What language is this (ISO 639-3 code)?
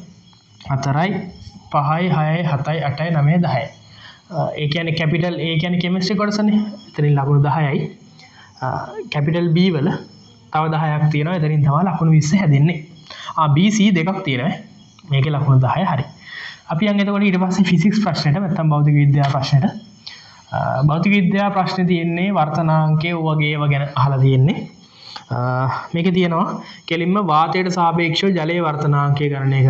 sin